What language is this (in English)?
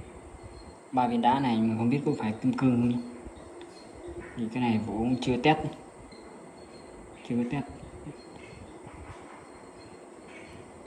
Vietnamese